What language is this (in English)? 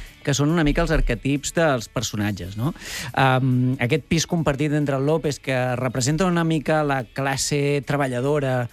Catalan